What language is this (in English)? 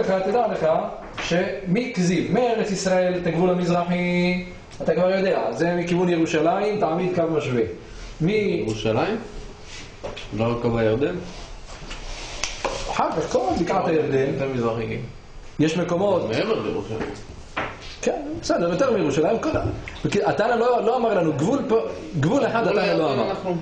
Hebrew